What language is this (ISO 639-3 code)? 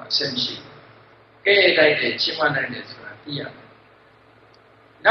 mya